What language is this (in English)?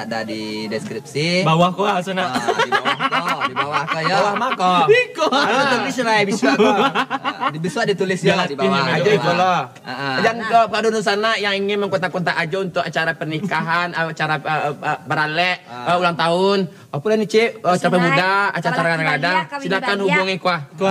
Minangkabau